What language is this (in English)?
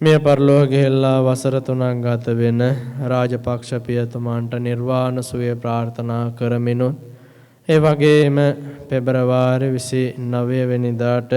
Sinhala